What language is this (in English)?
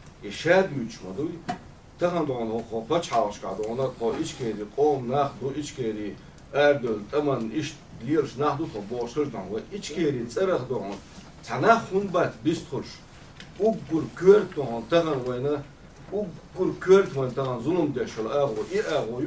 Chechen